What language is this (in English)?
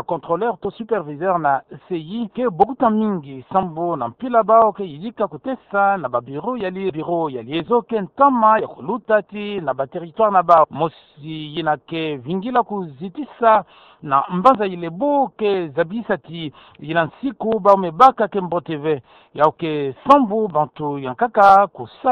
Kituba (Democratic Republic of Congo)